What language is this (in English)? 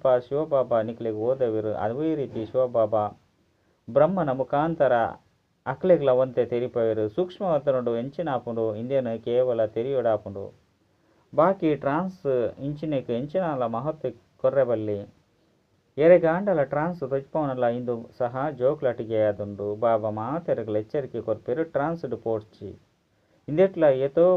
Tulu